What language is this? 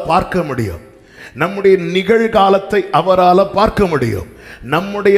Tamil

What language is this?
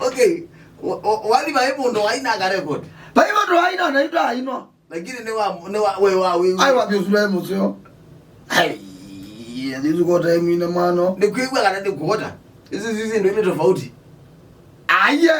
Kamba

